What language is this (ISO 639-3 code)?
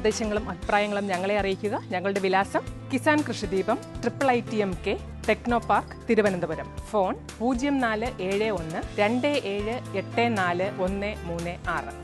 mal